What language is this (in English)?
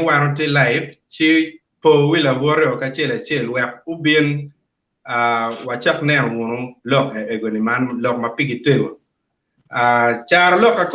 Acoli